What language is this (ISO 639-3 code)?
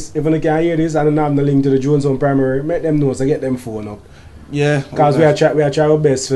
jam